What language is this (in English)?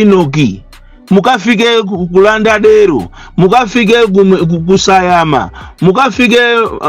Nyanja